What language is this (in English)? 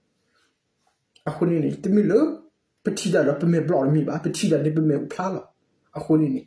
S'gaw Karen